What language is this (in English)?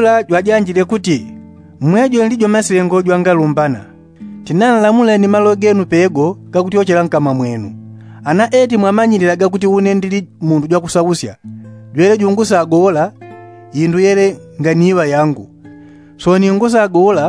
Yao